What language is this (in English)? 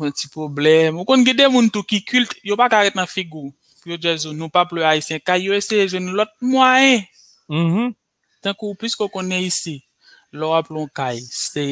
Haitian Creole